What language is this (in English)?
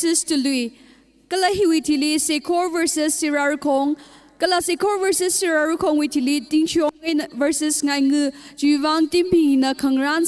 Tangkhul Naga (India)